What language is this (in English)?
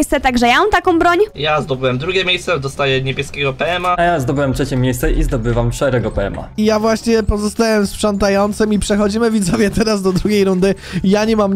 Polish